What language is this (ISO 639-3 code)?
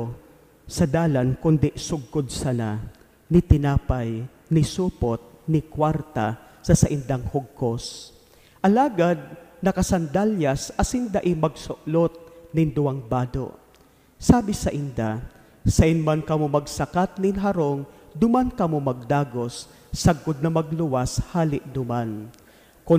bik